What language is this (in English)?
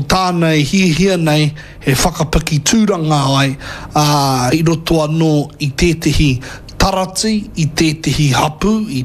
Māori